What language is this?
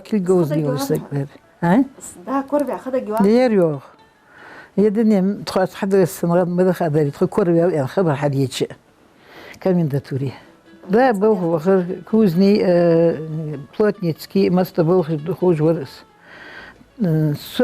Ingush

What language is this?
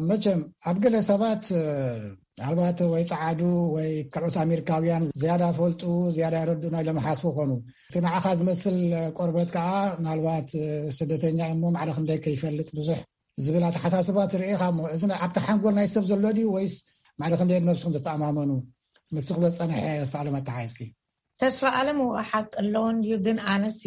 Tigrinya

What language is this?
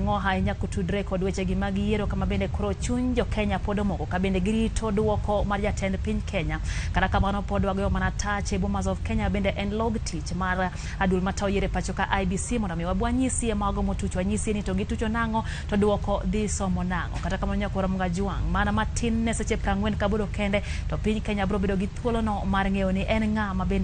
Luo (Kenya and Tanzania)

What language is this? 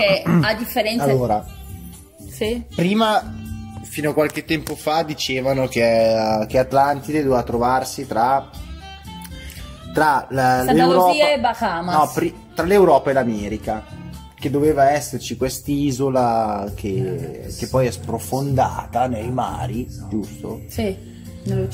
Italian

